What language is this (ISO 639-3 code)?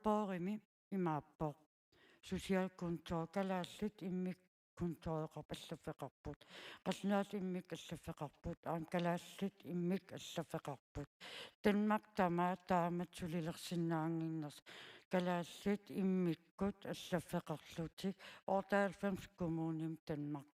kal